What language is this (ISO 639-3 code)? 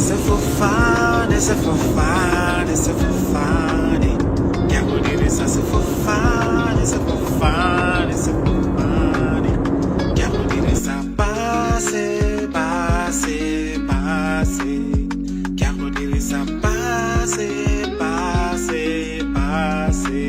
tsn